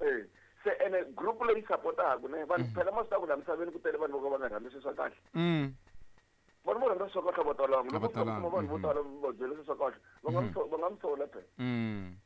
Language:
Tsonga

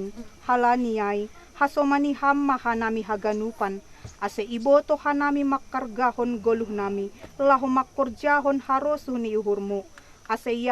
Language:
Batak Simalungun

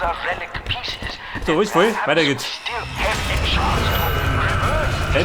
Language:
Bavarian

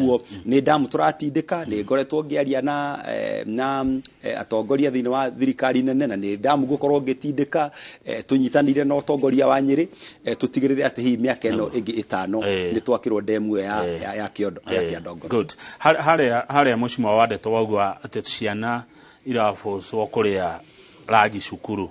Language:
Kikuyu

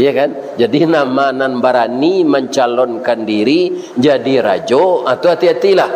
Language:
Minangkabau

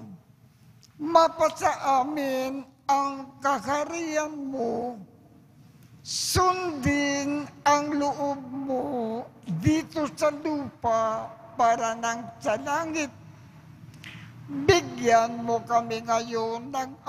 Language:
Filipino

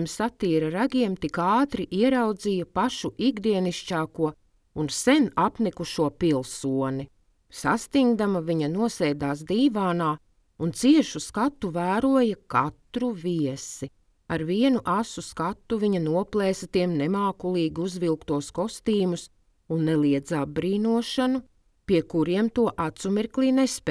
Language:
Latvian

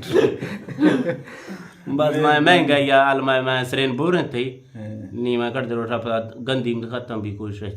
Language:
Eastern Balochi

